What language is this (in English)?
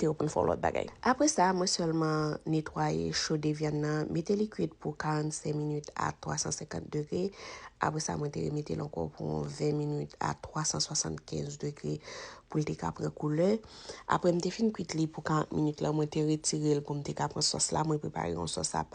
Haitian Creole